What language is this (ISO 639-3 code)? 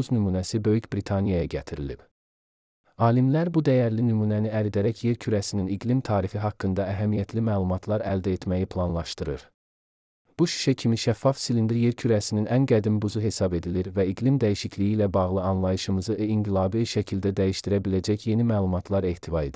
aze